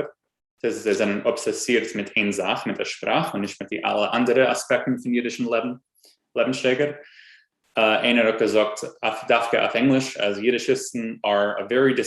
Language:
Yiddish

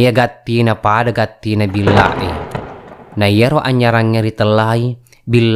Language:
Buginese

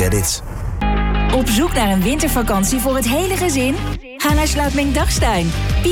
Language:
Dutch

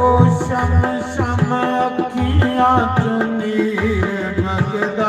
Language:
Dogri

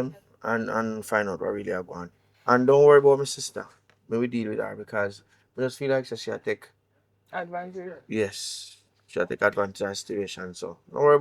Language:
Jamaican Creole English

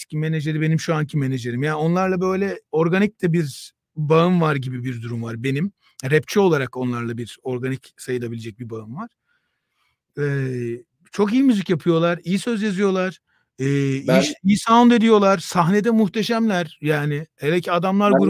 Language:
Turkish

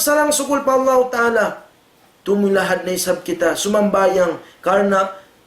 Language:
Tausug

